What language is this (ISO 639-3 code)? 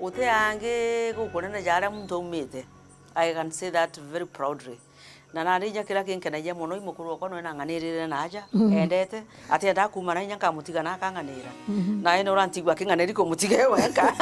mer